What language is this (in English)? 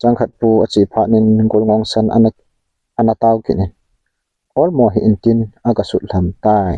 Thado Chin